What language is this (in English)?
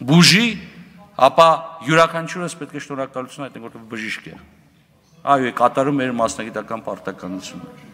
Armenian